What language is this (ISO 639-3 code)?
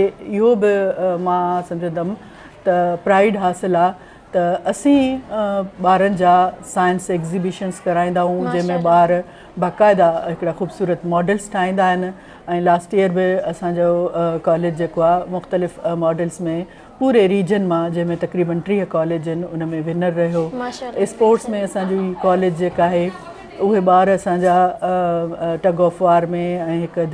snd